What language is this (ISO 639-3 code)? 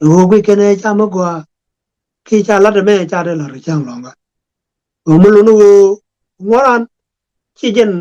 nus